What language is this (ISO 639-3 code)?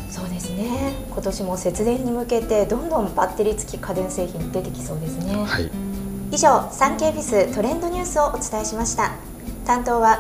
jpn